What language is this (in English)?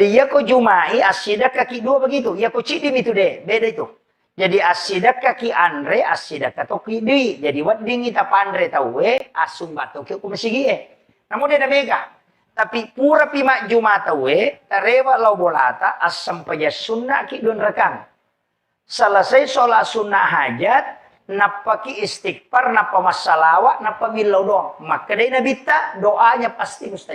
Buginese